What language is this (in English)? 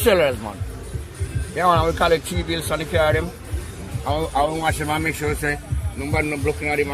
Jamaican Creole English